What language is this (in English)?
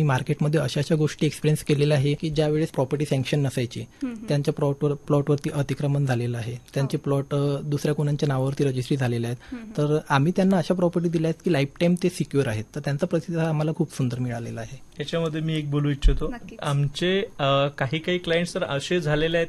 Marathi